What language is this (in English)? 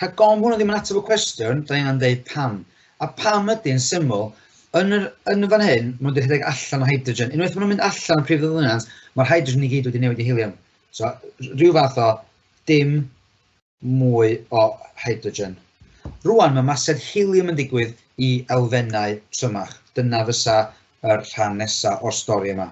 Welsh